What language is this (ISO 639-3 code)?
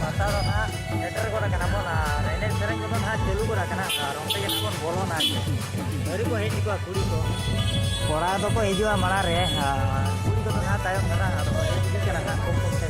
sat